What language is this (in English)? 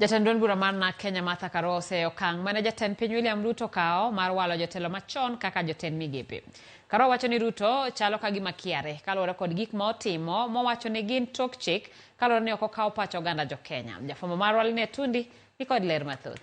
Luo (Kenya and Tanzania)